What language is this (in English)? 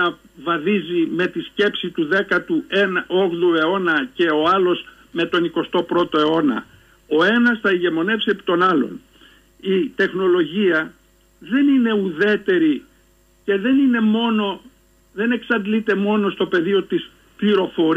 Greek